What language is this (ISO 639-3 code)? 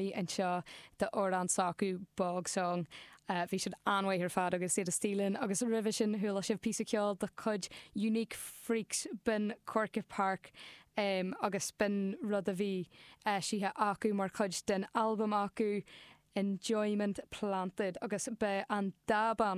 gle